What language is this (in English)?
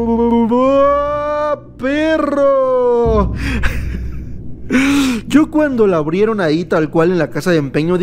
Spanish